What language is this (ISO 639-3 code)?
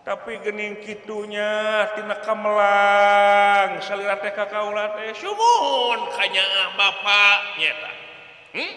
sun